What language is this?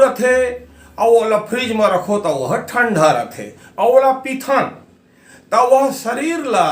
Chhattisgarhi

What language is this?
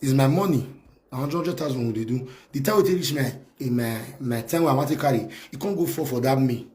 Nigerian Pidgin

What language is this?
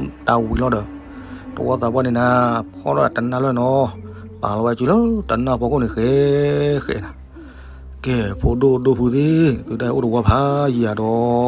S'gaw Karen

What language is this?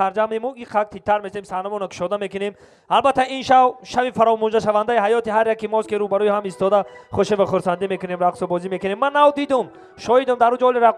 Tajik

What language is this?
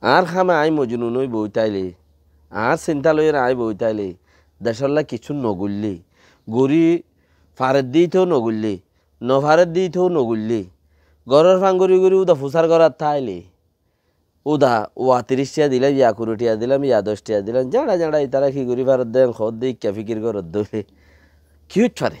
Rohingya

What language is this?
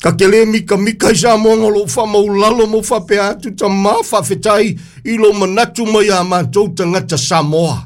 Samoan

